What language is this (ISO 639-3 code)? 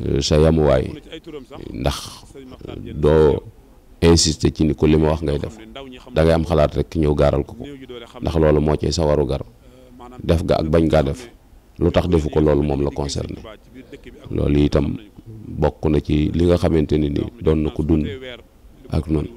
wol